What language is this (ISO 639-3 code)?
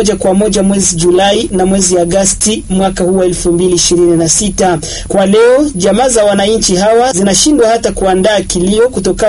swa